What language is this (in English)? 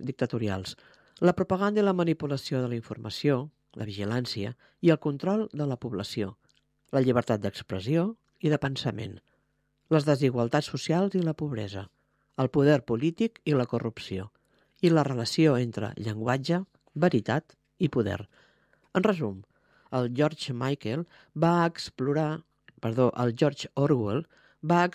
Catalan